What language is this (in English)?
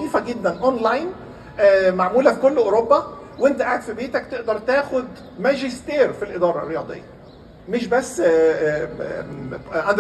Egyptian Arabic